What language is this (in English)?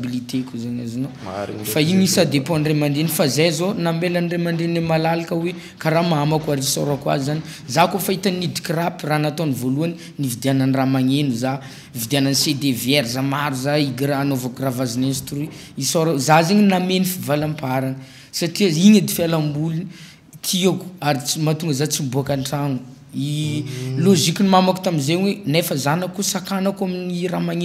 Malagasy